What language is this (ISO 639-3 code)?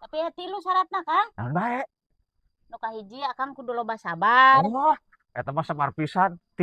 sun